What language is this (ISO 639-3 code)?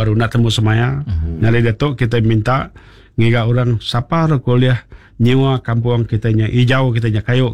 iba